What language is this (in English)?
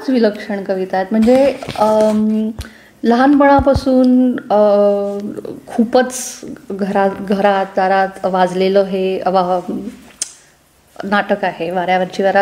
Marathi